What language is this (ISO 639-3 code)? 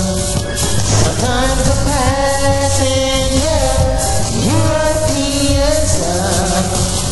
eng